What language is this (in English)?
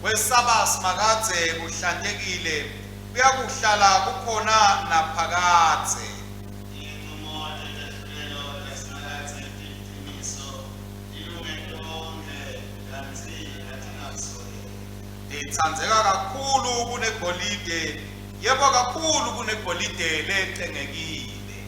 Swati